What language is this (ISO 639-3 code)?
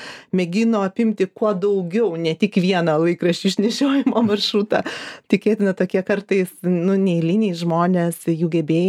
lit